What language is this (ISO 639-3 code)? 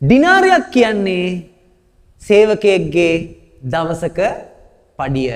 sin